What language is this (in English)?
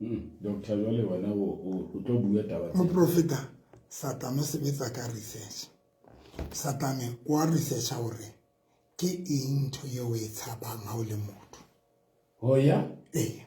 Southern Sotho